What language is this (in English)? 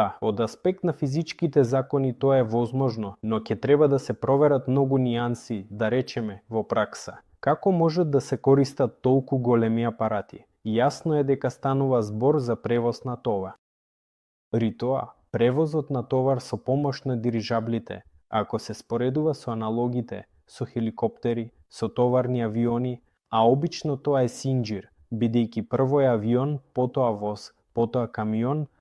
Macedonian